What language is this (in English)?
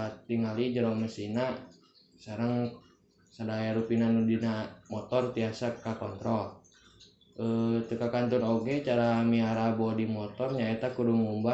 Sundanese